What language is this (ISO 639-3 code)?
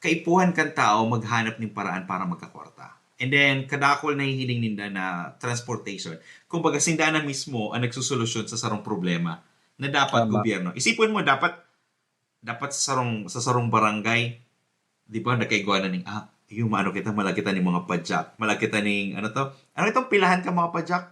bik